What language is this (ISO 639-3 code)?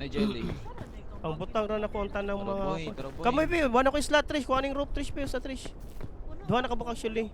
ceb